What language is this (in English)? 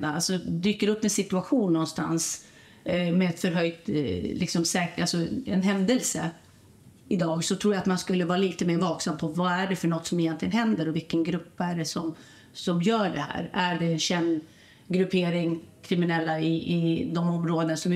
Swedish